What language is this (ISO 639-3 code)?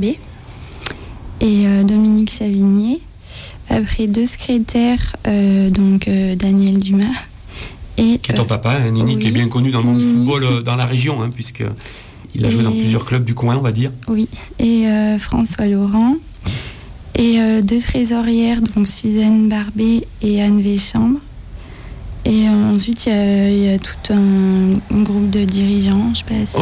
fra